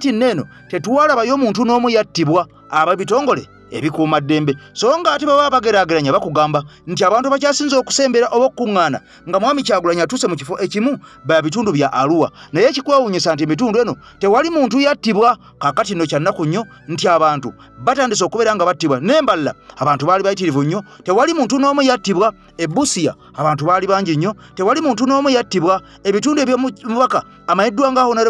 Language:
Ganda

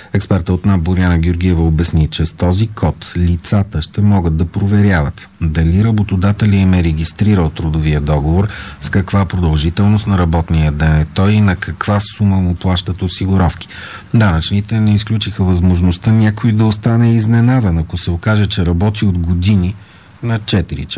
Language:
Bulgarian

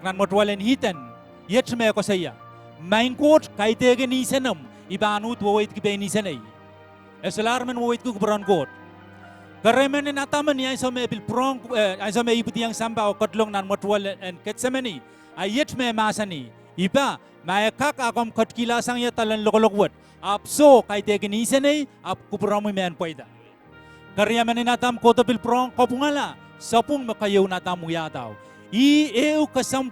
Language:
Pohnpeian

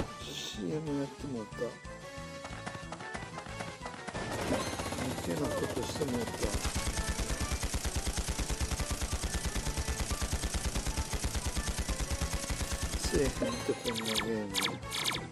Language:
Japanese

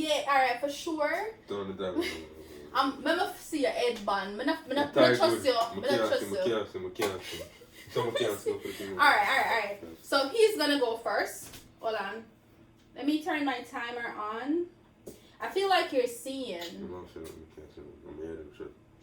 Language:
Jamaican Creole English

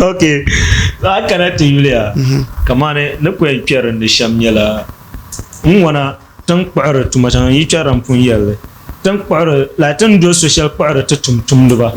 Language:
Dagbani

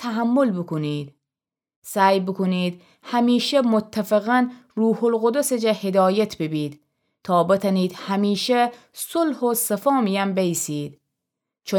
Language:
Gilaki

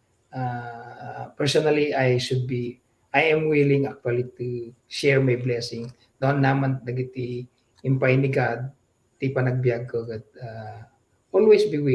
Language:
Iloko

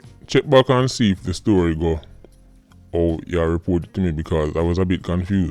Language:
Jamaican Creole English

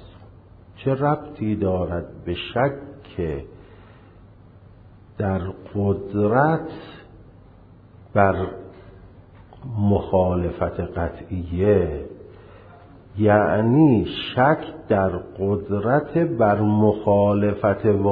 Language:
Persian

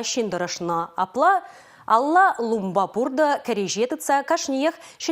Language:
Chuvash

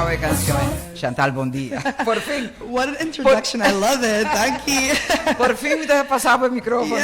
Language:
Papiamento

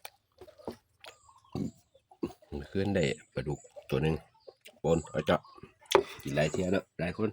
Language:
Lao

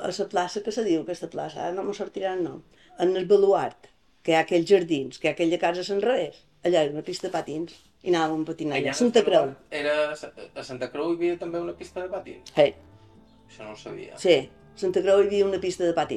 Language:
Catalan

